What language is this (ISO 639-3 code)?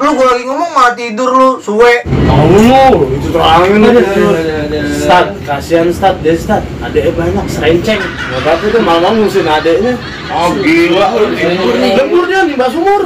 bew